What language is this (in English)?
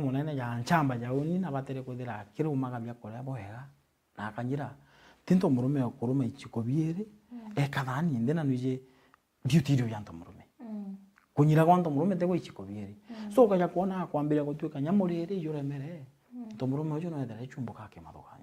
Meru